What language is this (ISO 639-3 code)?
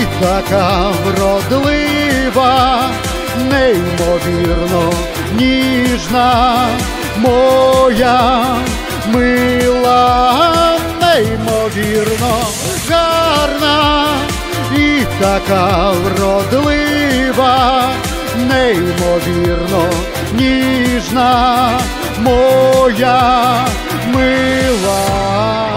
ukr